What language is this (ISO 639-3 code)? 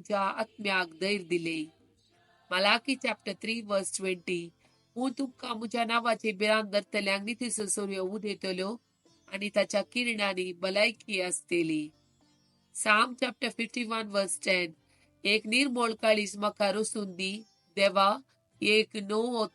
kok